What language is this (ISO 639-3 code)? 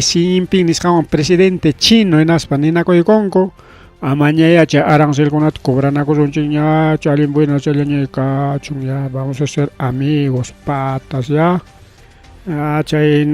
quy